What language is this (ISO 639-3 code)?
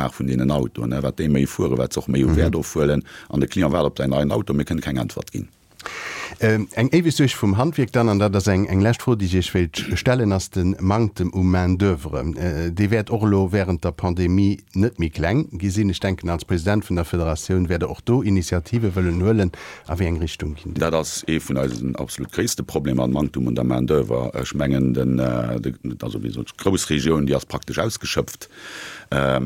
ltz